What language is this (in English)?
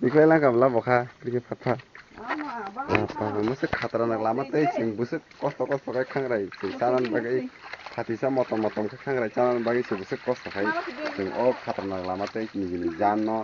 Kok Borok